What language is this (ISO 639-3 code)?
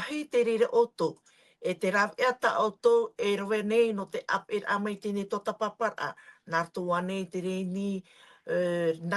tah